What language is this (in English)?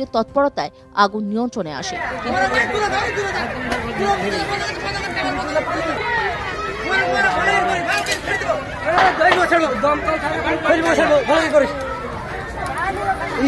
Bangla